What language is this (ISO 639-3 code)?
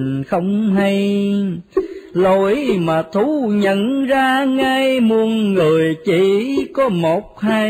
vie